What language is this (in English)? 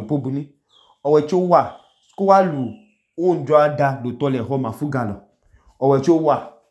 Idoma